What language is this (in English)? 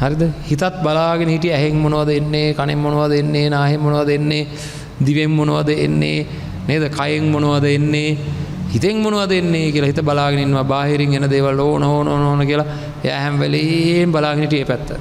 Sinhala